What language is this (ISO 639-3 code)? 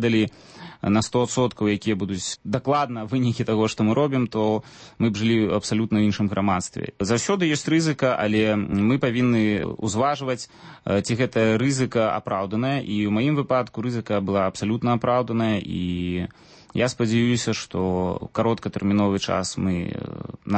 bel